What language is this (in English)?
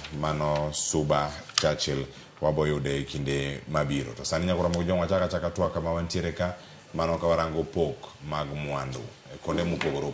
Luo (Kenya and Tanzania)